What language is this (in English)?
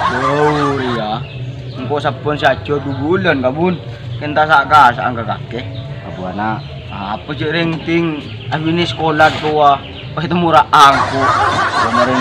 Madurese